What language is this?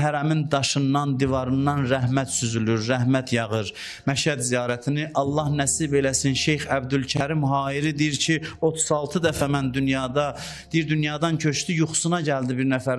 Azerbaijani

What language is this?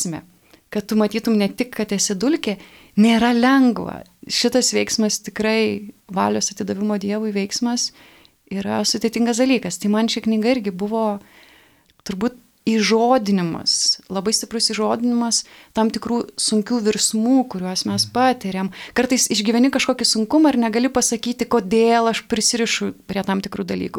Lithuanian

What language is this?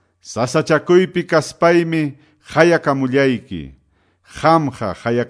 Quechua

